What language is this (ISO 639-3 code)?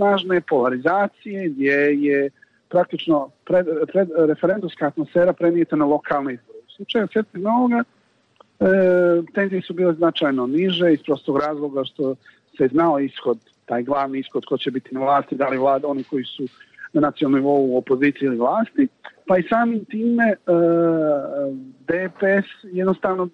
srp